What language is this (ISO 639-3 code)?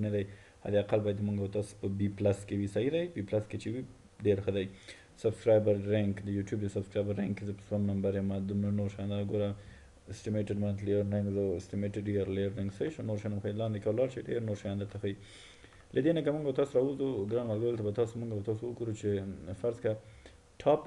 pus